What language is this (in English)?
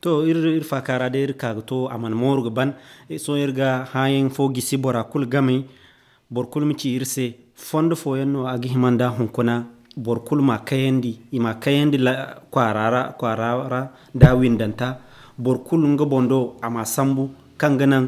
Zarma